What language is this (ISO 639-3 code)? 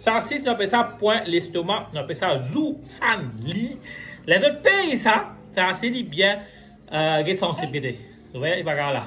mfe